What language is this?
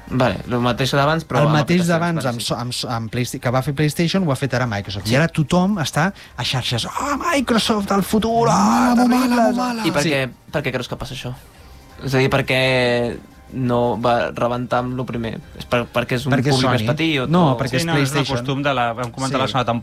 Catalan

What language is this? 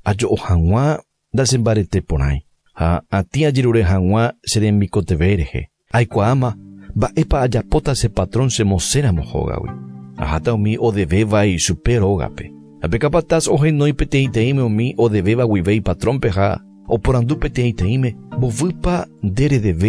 Guarani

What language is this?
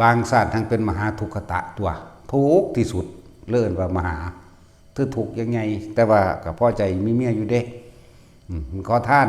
Northeastern Thai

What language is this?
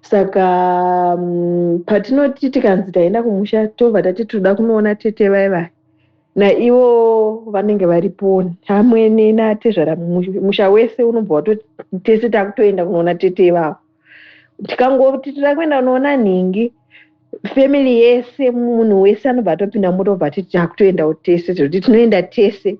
Shona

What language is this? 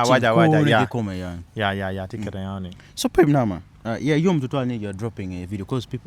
Acoli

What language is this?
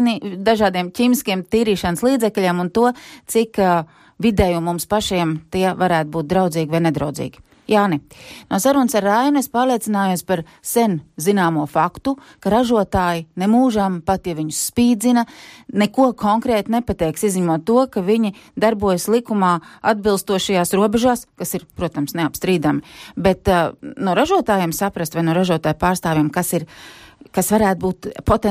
Latvian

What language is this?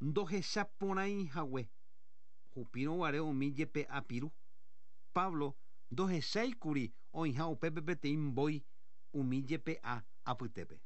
Guarani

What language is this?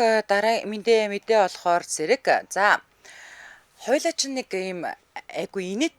Mongolian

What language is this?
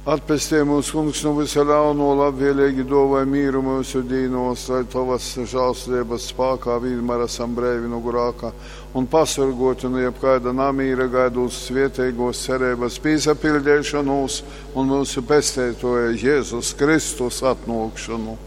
Latgalian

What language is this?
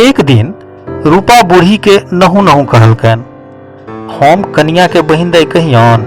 Maithili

